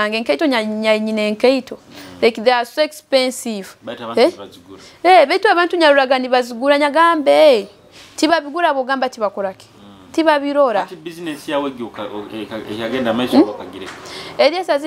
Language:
Nyoro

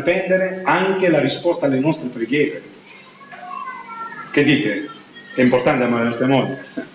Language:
Italian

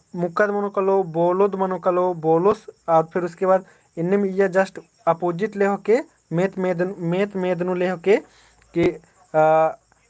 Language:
Kurukh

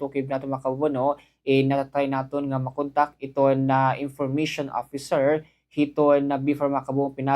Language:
Waray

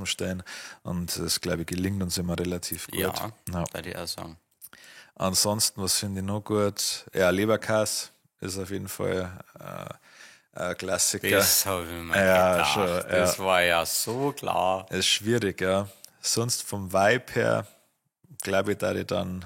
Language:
Bavarian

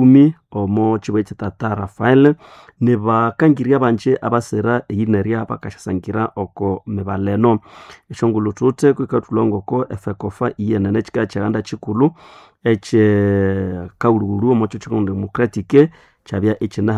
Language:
Nande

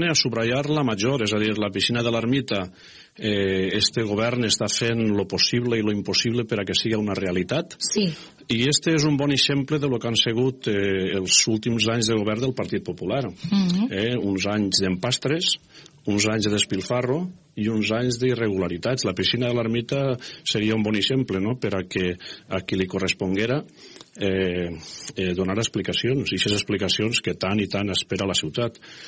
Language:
Catalan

